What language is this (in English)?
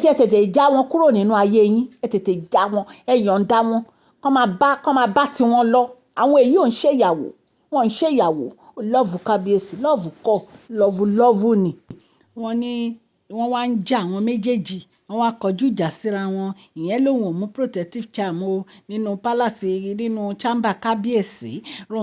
Yoruba